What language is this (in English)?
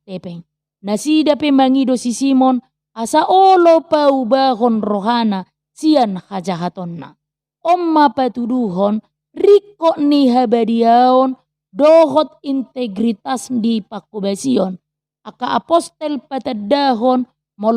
Batak Toba